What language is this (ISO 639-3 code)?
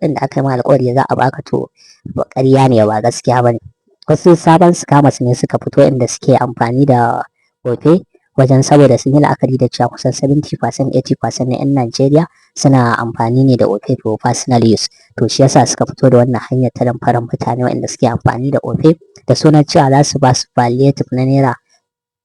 hau